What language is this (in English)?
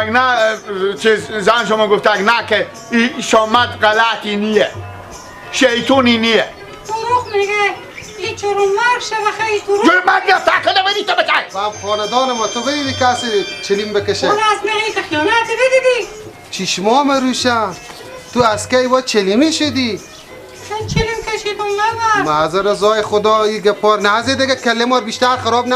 Persian